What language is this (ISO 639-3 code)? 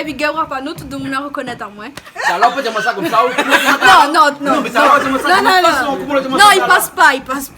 rcf